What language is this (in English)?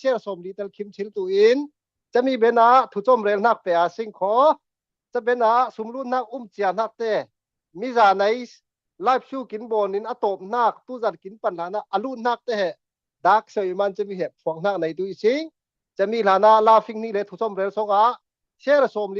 Falam Chin